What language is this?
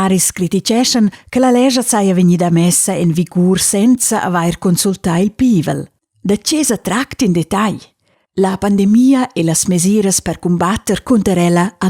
Romansh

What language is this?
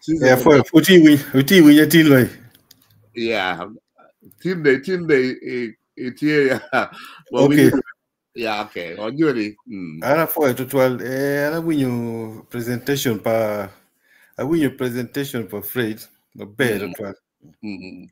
Acoli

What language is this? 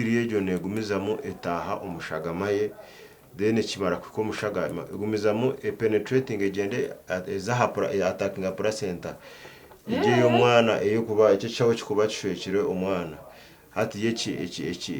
Nyankole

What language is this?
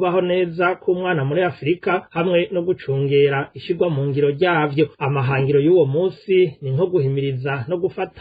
Rundi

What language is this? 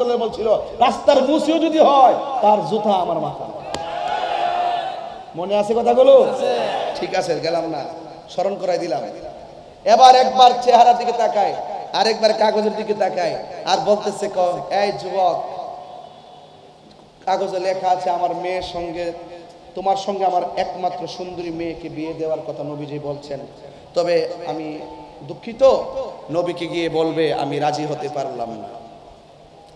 Bangla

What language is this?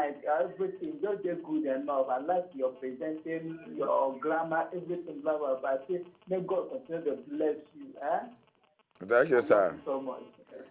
Nigerian Pidgin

